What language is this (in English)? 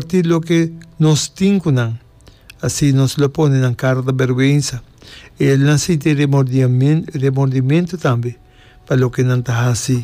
Papiamento